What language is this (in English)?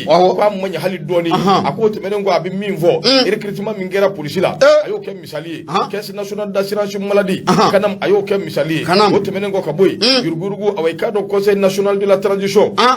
Bambara